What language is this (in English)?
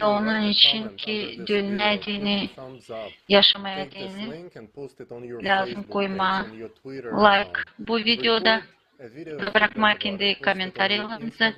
Gagauz